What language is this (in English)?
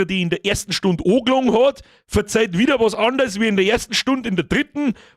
Bavarian